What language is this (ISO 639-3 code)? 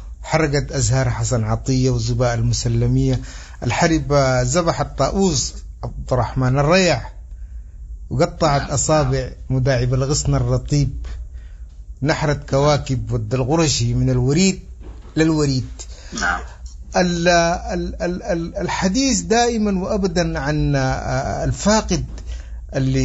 apd